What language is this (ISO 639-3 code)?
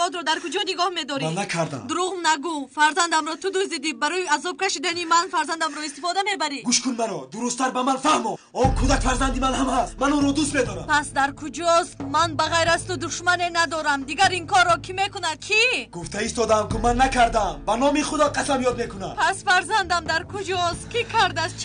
tgk